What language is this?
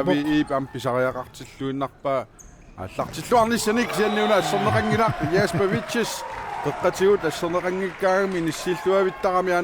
Kalaallisut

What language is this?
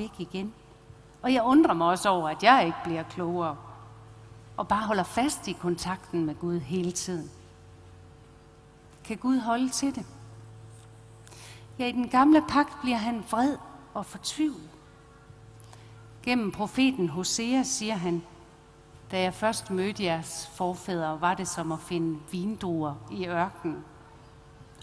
Danish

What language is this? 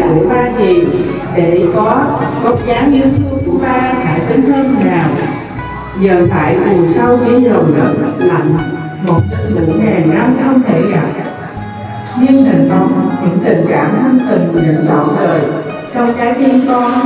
Vietnamese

